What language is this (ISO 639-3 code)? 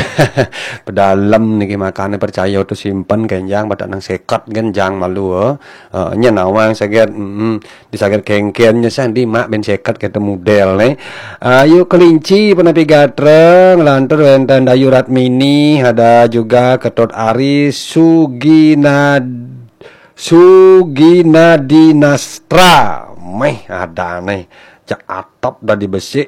ban